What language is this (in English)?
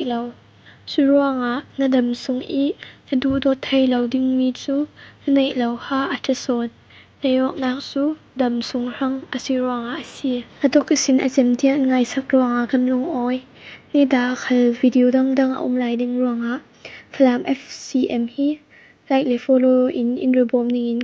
Falam Chin